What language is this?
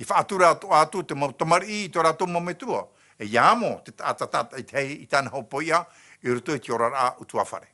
Tahitian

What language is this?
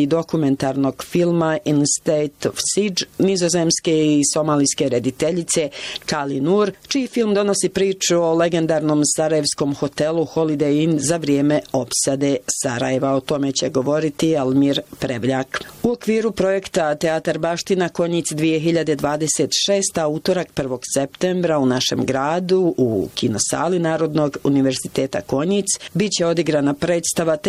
Bosnian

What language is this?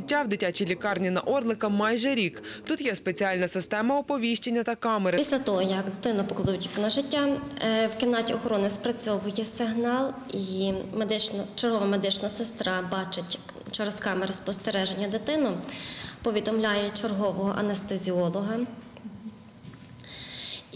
Ukrainian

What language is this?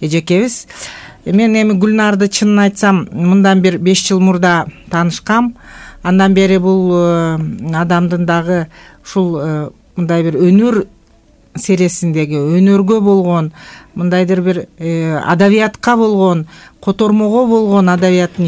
Kyrgyz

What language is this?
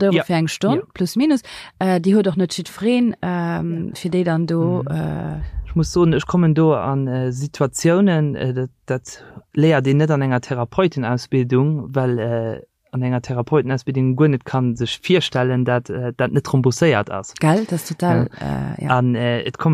Luxembourgish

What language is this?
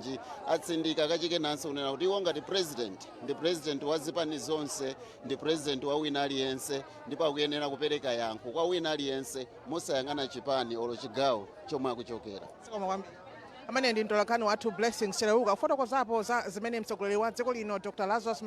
Nyanja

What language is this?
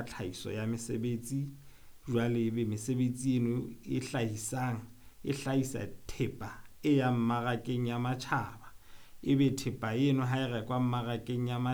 Southern Sotho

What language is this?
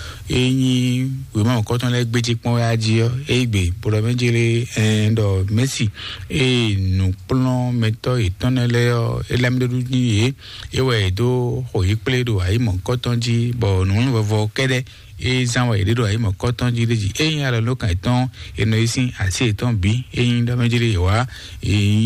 Fon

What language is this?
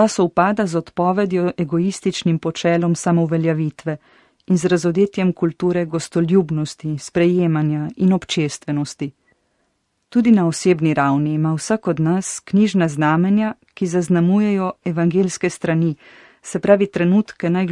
Slovenian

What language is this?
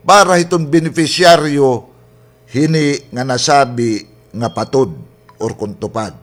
Waray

